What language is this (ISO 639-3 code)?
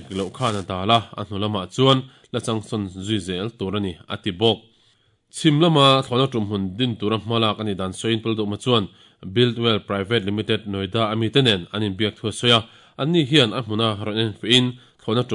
lus